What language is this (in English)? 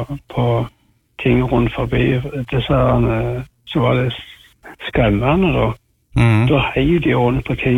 Norwegian